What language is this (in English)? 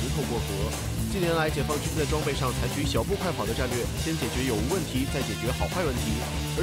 Chinese